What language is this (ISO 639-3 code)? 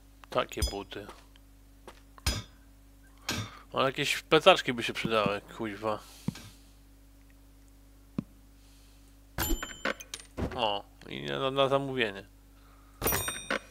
pol